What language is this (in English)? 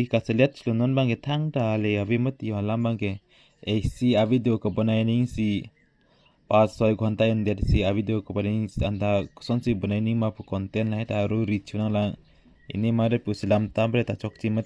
Karbi